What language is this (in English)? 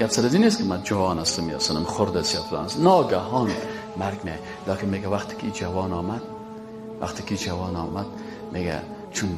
Persian